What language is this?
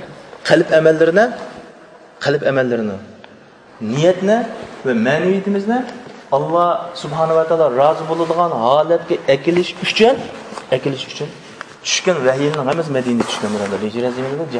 Uyghur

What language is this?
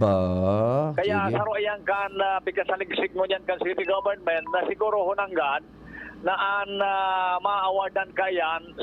Bikol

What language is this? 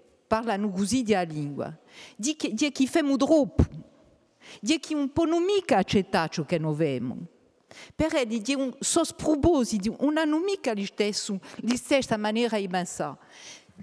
Corsican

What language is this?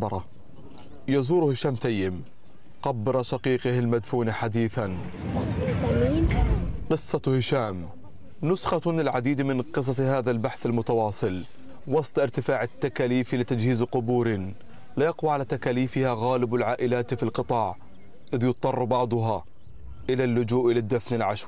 Arabic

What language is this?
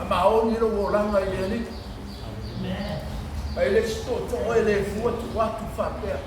Samoan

